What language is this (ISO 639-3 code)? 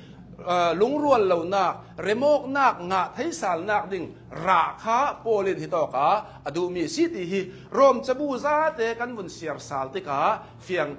cnh